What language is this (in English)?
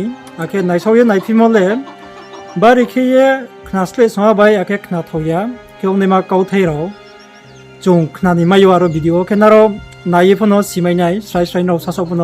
Riang (India)